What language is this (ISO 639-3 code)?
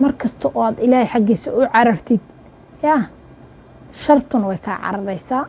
som